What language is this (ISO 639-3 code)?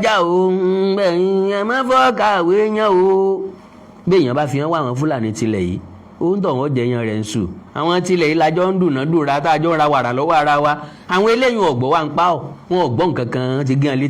yor